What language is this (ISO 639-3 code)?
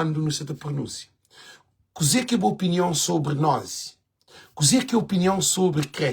kea